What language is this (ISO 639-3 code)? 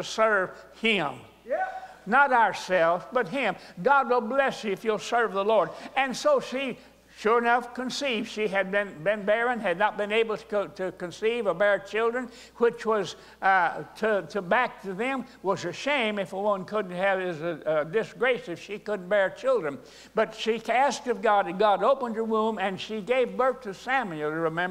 eng